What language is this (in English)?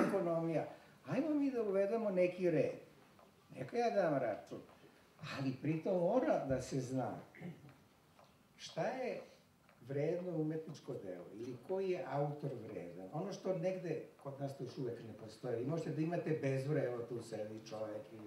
Serbian